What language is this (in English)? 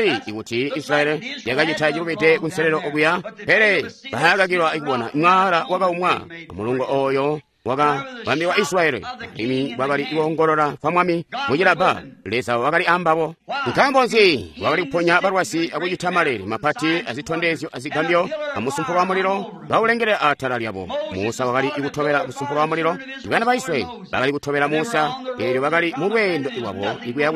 Tonga (Zambia)